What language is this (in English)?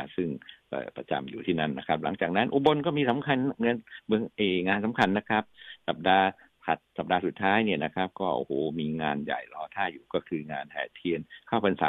Thai